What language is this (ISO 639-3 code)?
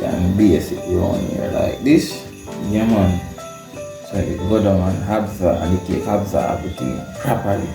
jam